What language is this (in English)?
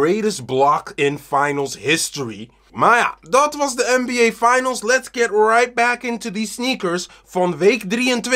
Dutch